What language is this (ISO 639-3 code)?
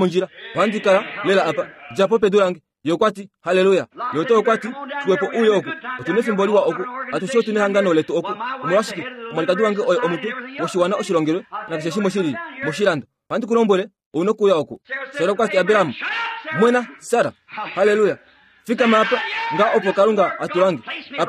kua